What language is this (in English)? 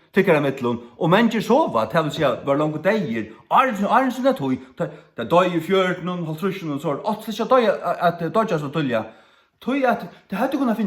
Faroese